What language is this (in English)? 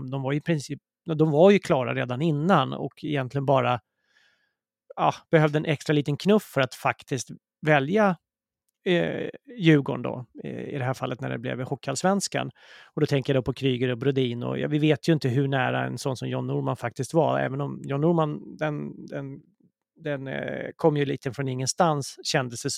Swedish